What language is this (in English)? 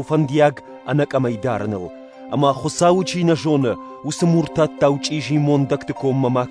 Ossetic